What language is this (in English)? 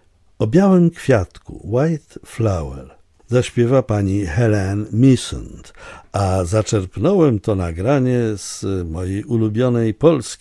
Polish